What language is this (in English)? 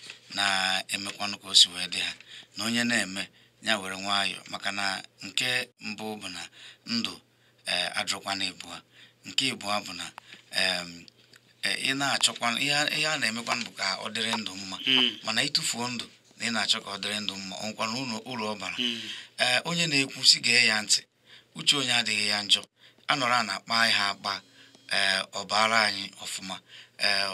Igbo